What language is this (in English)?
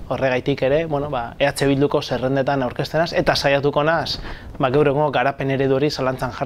Basque